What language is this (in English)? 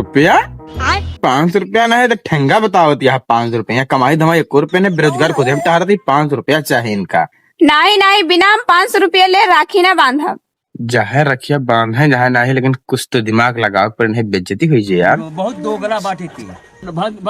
Awadhi